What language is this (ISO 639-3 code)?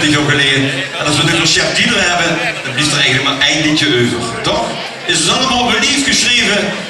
lim